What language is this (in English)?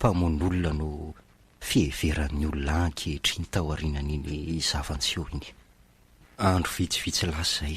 Malagasy